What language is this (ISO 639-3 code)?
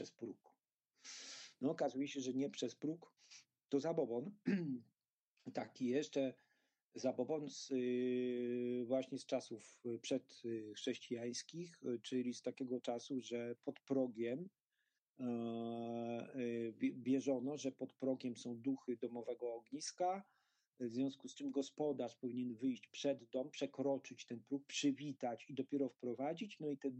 pol